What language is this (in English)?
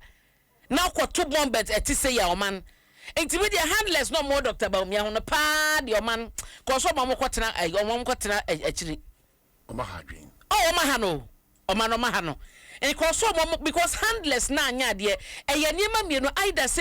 Akan